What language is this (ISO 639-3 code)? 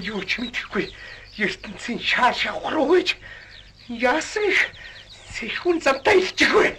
mon